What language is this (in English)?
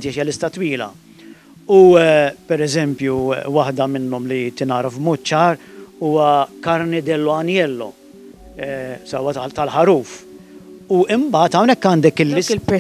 Maltese